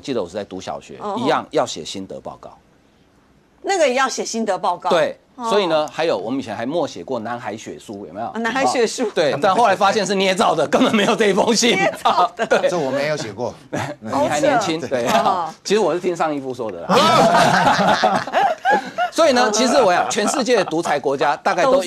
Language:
Chinese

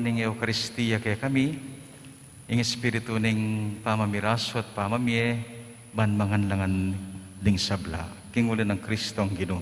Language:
Pampanga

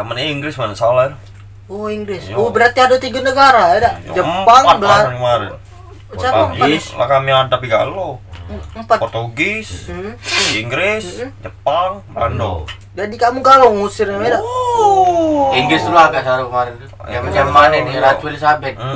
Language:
Musi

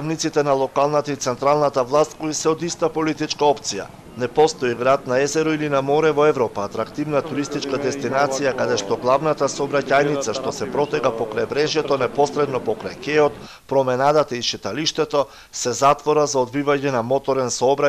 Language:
Macedonian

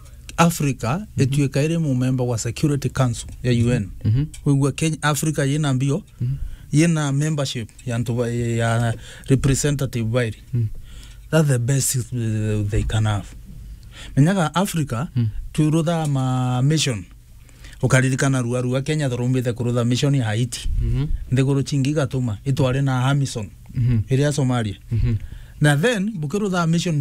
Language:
Meru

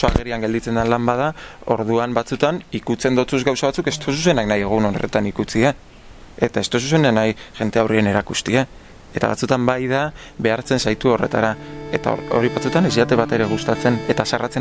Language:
Basque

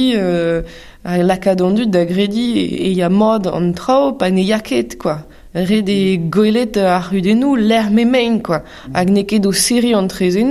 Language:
Breton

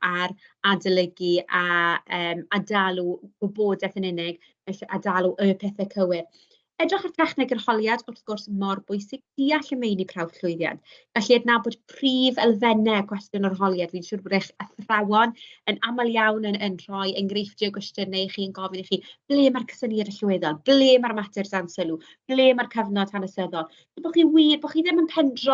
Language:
Welsh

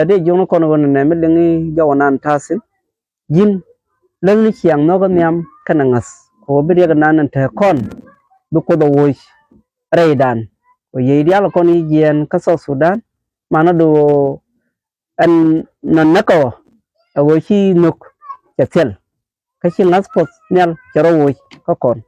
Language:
Nuer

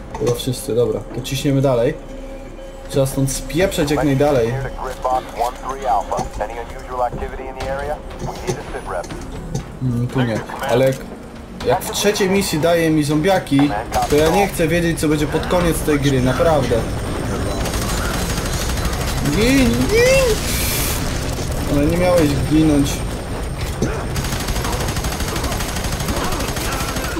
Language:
Polish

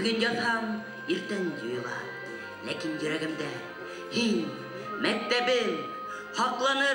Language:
Bashkir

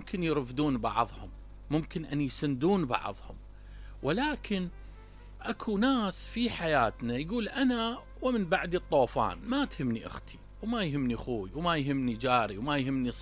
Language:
Mesopotamian Arabic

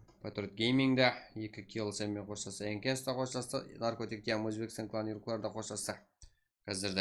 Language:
Kara-Kalpak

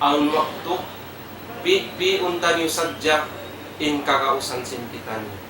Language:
Tausug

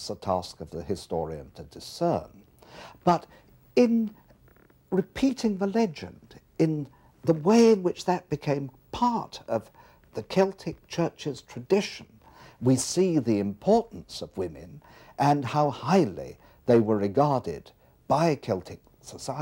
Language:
English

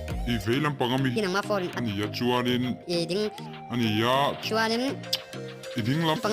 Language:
Mizo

